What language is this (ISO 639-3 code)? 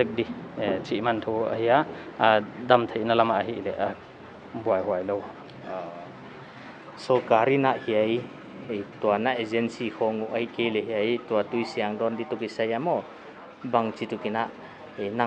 pck